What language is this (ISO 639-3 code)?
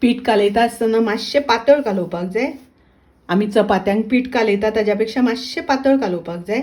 kok